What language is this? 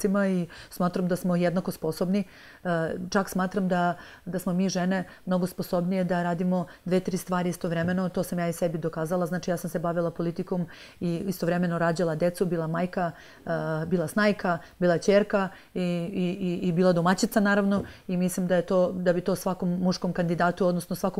Serbian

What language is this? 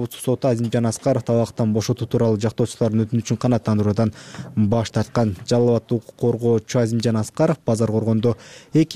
Kyrgyz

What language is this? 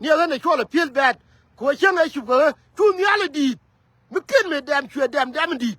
Nuer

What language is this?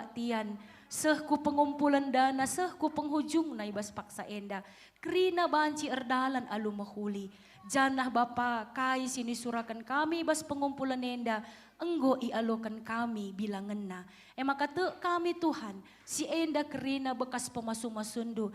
Batak Karo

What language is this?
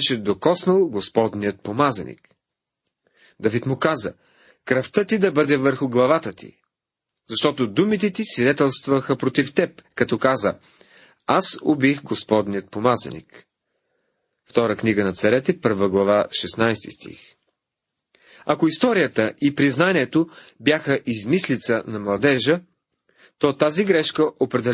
Bulgarian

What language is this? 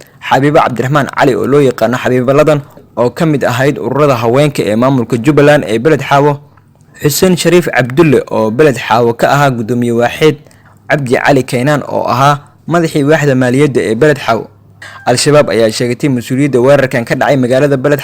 Somali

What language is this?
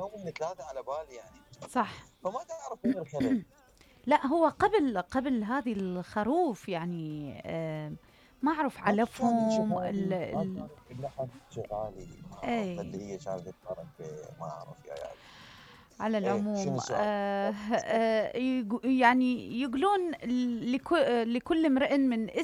Mesopotamian Arabic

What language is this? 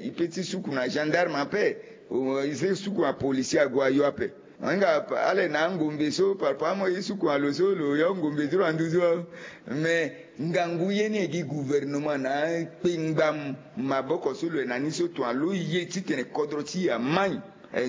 Sango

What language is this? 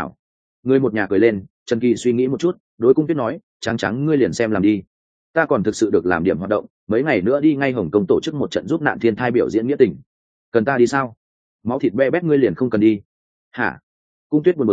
Vietnamese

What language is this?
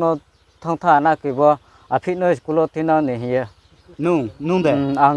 Riang (India)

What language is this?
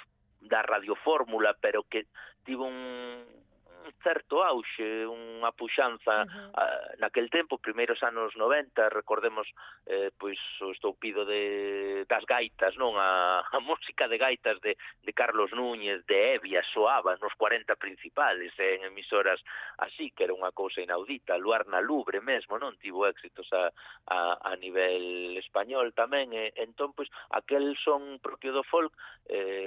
Galician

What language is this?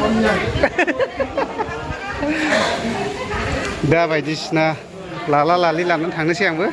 Bodo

